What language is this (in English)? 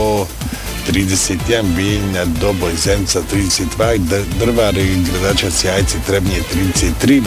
Bosnian